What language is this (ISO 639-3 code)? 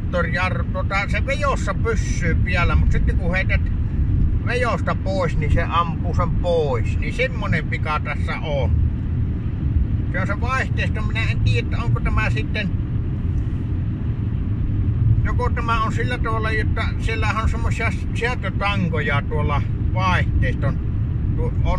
fin